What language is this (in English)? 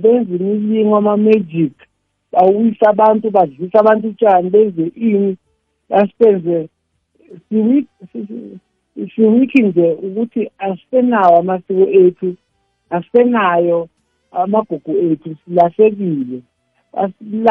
South Ndebele